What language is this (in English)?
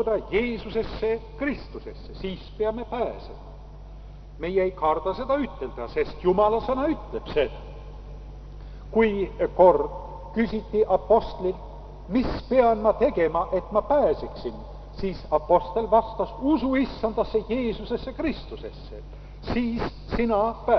Estonian